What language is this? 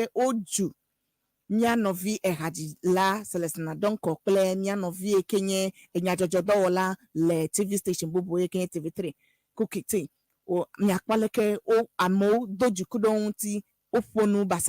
Ewe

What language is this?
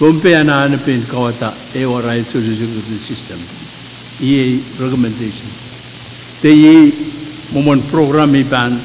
Pohnpeian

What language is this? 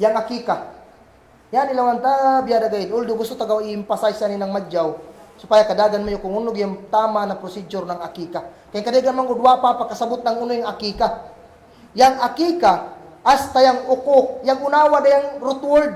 Kagan Kalagan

